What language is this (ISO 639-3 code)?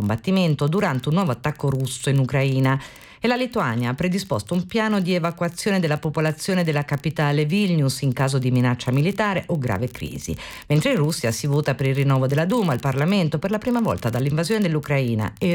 ita